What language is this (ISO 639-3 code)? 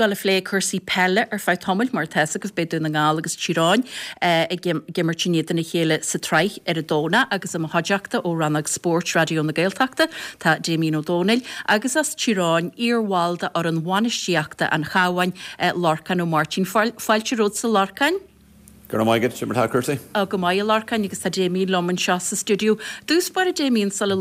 gle